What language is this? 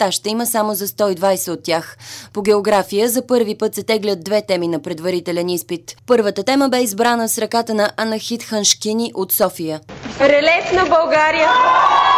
Bulgarian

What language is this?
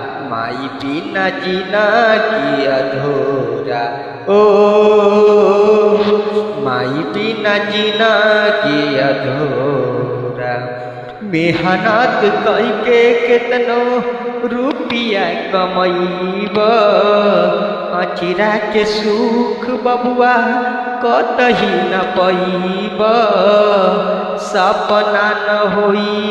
Bhojpuri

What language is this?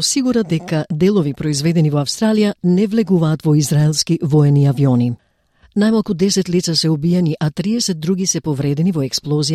Macedonian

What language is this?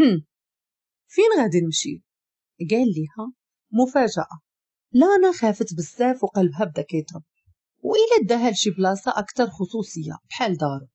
Moroccan Arabic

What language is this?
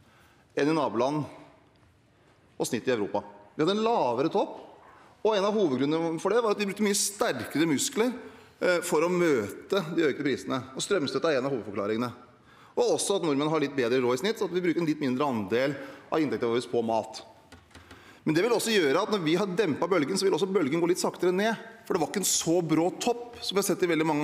Norwegian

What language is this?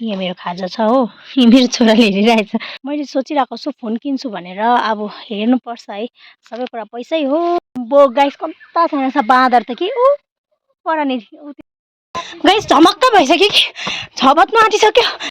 Nepali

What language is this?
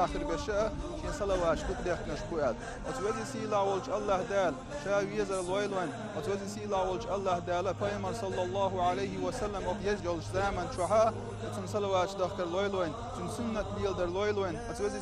Chechen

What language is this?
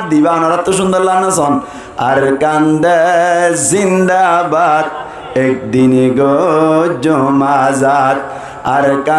Rohingya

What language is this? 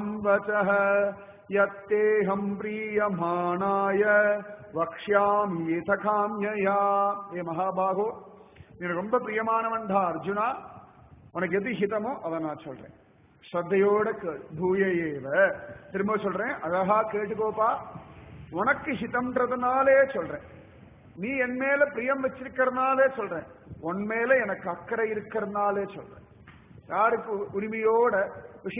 Tamil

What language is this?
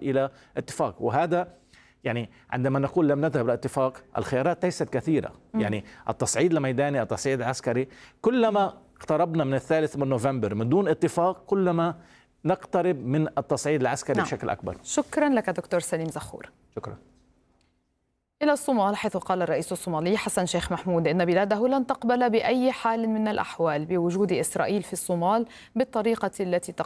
Arabic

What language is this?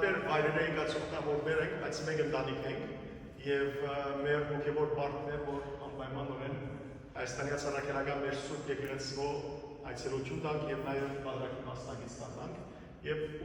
Western Armenian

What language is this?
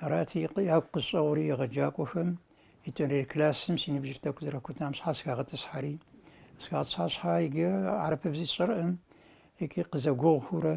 Kabardian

